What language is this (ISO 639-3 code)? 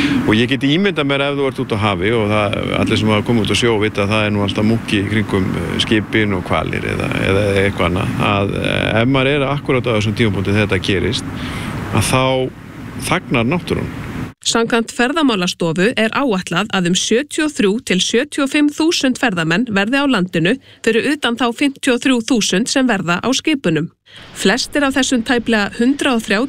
isl